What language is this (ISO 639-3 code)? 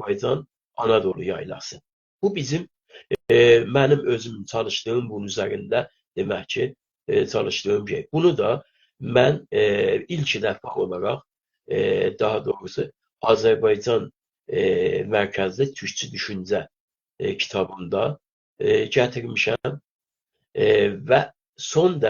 azb